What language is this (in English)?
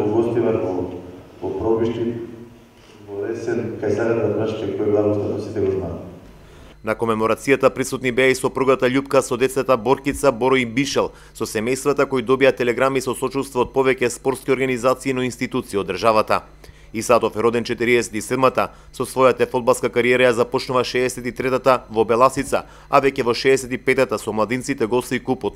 Macedonian